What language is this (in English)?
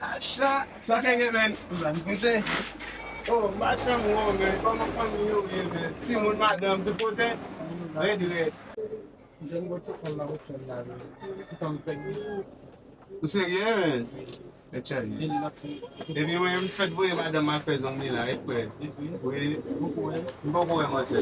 Haitian Creole